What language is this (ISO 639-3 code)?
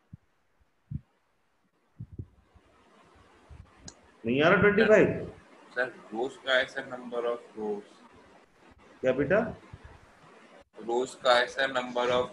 hin